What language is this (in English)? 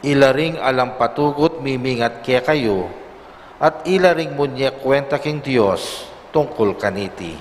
Pampanga